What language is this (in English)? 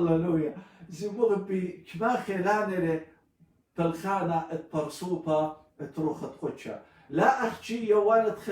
Assyrian Neo-Aramaic